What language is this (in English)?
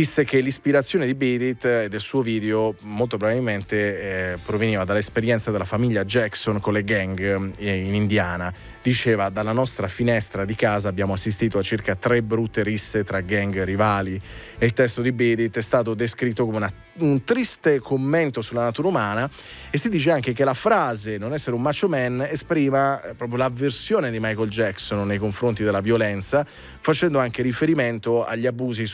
Italian